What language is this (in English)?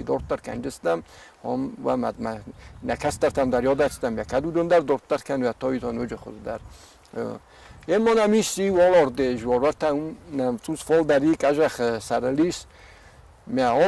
Ossetic